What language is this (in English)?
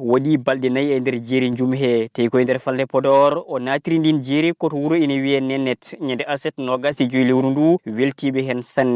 Fula